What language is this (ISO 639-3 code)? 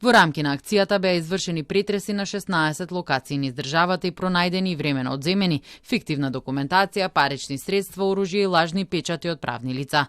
mkd